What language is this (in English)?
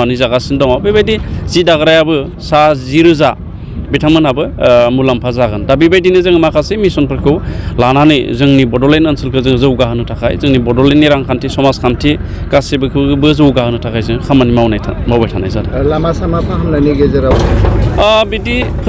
Bodo